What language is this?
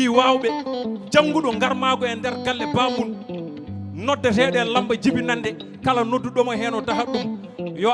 Fula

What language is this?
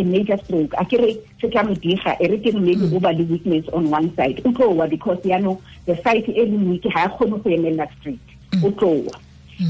Tswana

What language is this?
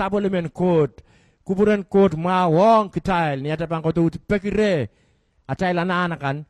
Pohnpeian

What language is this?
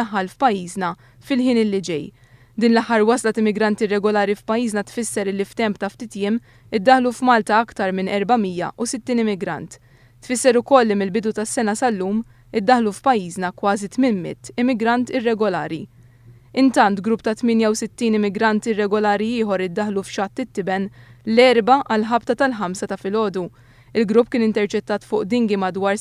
Maltese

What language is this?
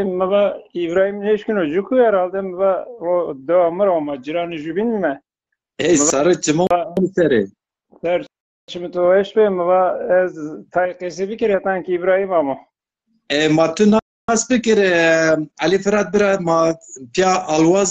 Zaza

